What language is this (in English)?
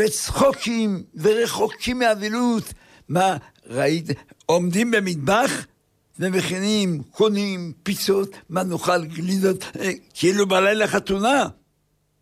Hebrew